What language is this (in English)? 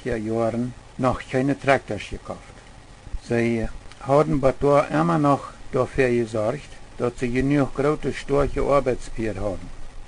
Plautdietsch